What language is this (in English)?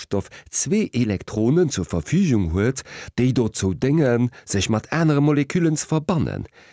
Luxembourgish